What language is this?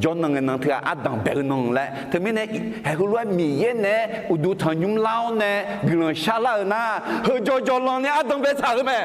Akha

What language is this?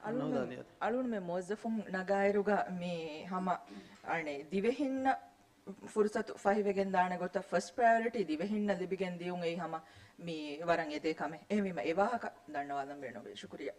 Divehi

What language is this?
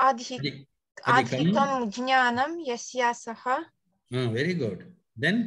Sanskrit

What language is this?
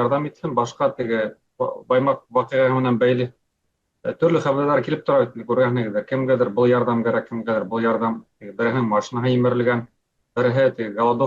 Bashkir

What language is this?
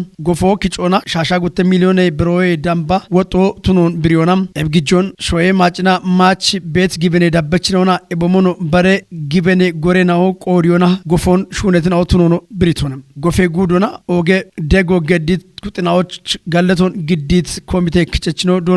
Kafa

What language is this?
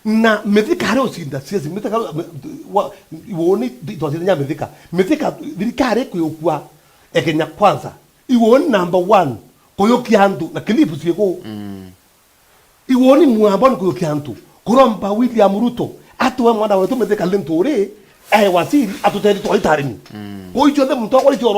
Meru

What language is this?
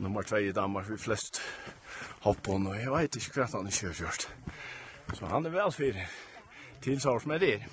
Faroese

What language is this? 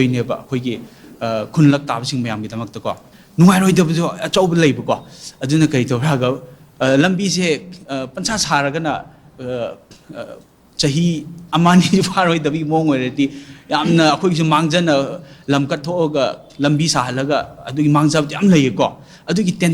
Manipuri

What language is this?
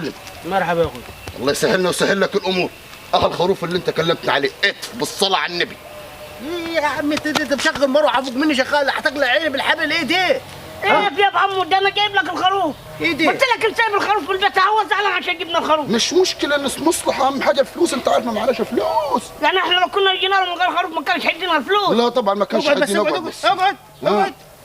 Egyptian Arabic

